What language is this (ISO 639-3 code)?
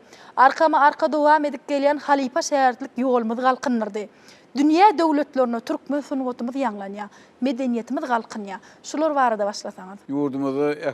tuk